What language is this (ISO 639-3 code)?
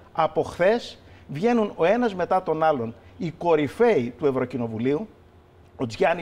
ell